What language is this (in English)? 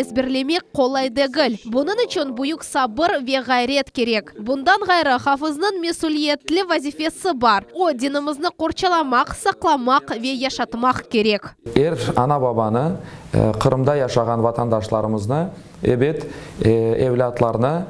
Crimean Tatar